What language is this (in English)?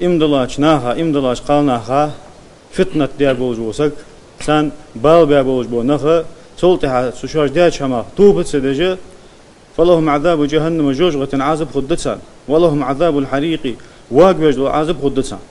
Ingush